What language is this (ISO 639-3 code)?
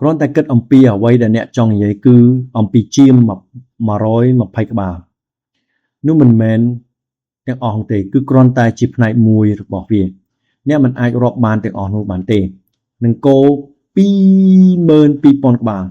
khm